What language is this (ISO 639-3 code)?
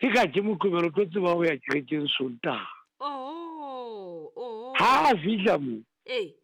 sot